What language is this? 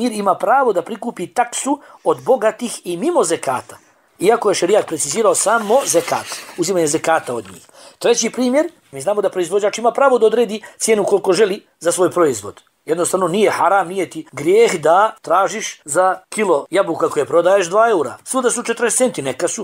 Bosnian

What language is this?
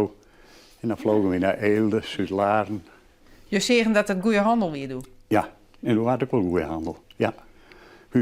Western Frisian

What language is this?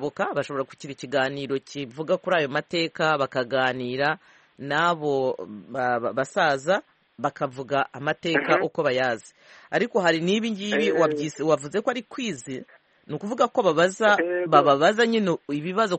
Kinyarwanda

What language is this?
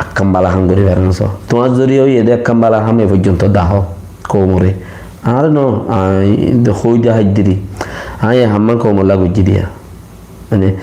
Rohingya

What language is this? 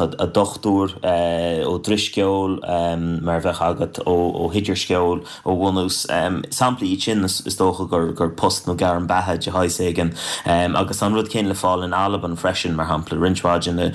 Irish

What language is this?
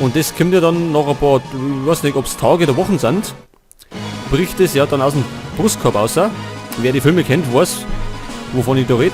Bavarian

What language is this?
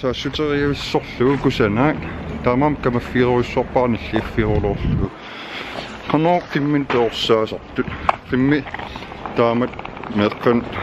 Kalaallisut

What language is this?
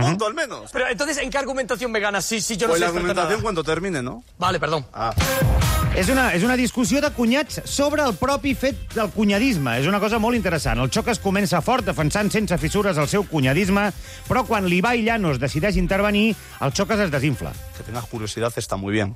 Catalan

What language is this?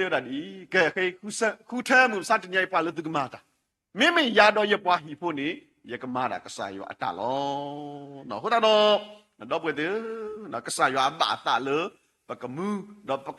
S'gaw Karen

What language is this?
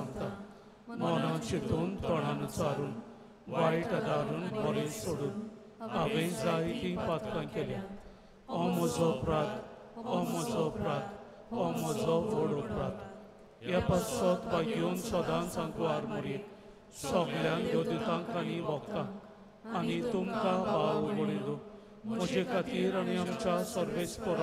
Konkani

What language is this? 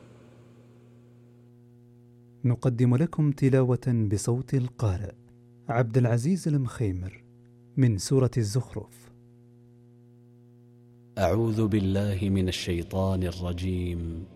Arabic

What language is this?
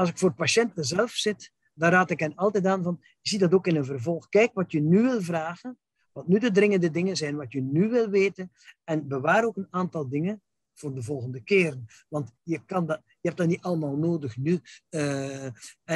Dutch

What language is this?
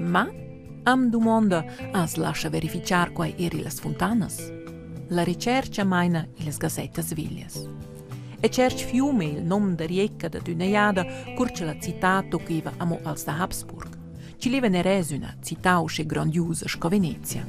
Romansh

